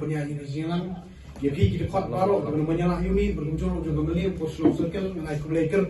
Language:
Khasi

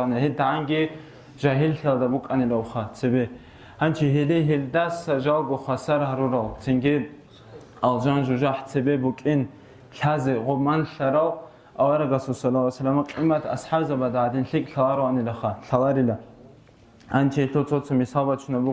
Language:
Avaric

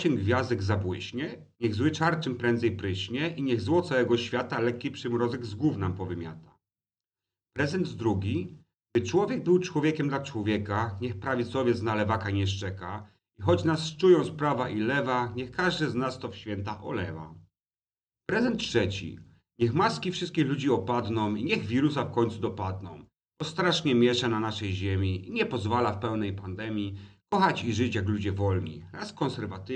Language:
Polish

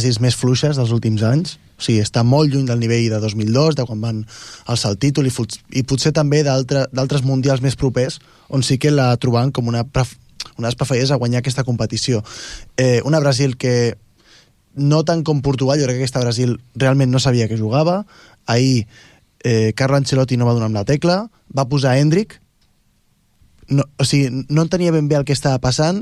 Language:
Catalan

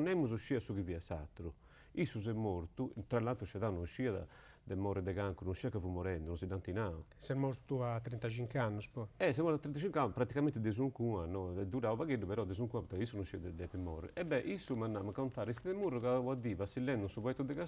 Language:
Sardinian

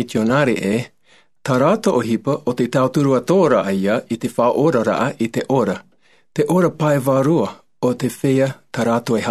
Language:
Tahitian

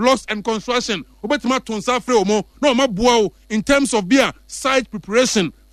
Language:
Akan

